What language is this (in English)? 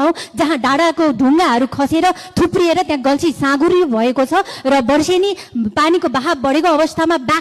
Nepali